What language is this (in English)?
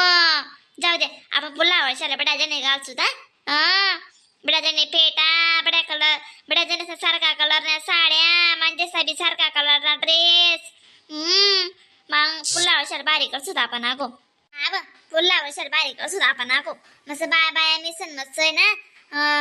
Khandesi